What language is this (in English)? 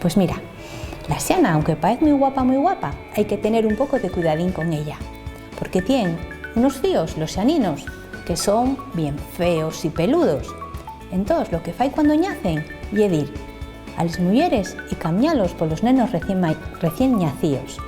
Asturian